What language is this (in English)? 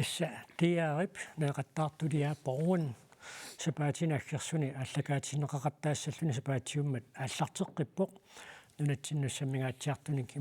Kalaallisut